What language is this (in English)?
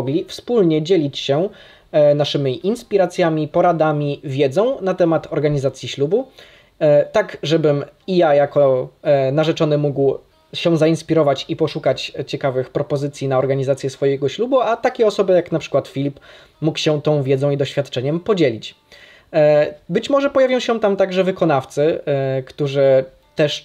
Polish